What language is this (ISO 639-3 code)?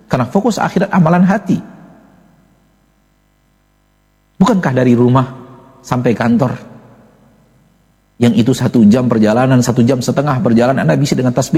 ind